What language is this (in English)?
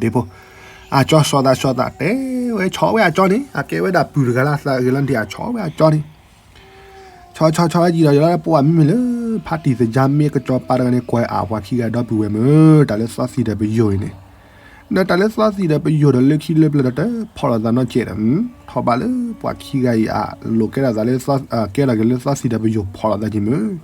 S'gaw Karen